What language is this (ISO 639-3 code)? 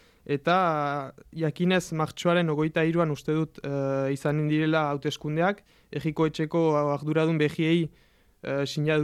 eus